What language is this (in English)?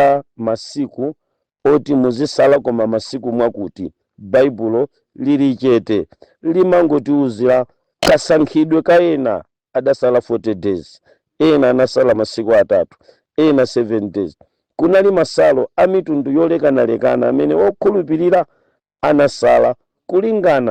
Nyanja